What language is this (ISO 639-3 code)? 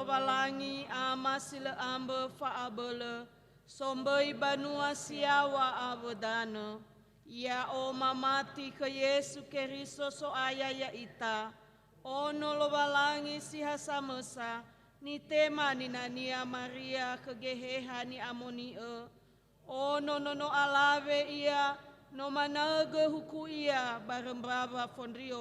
nia